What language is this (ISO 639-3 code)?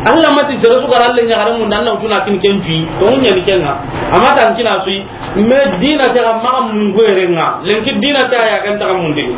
snk